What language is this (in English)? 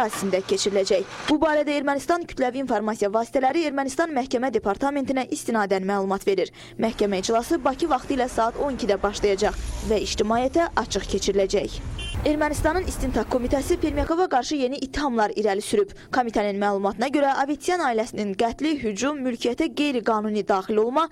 Azerbaijani